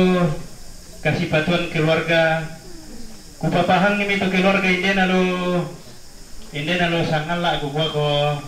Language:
Toraja-Sa'dan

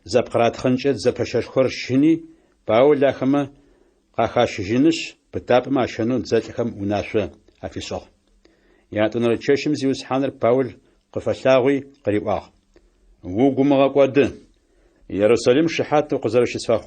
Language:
Adyghe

